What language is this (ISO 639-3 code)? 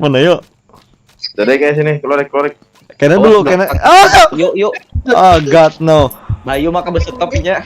bjn